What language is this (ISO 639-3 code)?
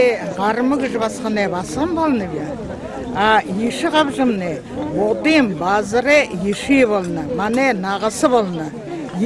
bua